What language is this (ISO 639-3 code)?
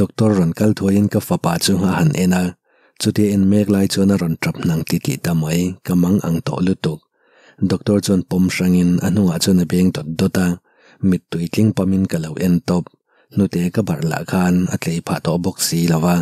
lus